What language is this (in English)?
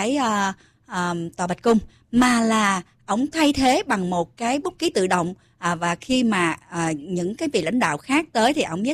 Vietnamese